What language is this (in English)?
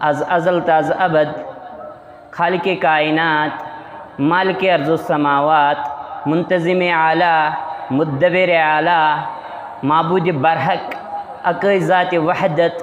Kashmiri